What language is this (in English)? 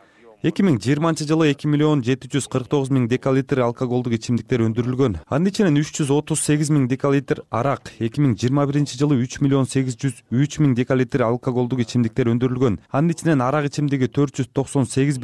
Kyrgyz